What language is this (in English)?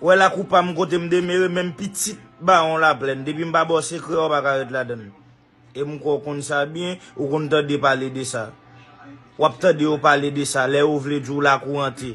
Haitian Creole